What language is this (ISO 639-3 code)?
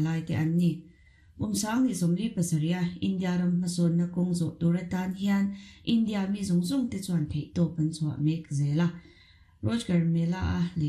lus